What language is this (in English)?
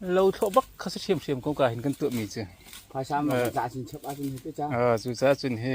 Hakha Chin